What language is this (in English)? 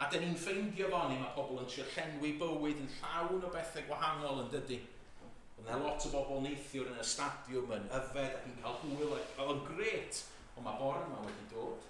Welsh